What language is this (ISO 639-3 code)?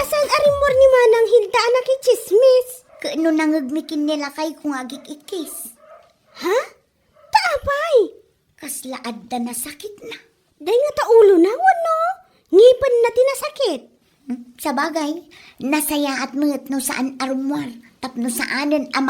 ilo